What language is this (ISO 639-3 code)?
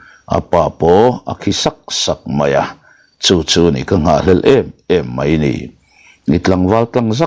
lus